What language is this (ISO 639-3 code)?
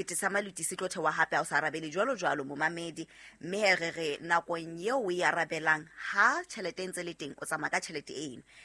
sot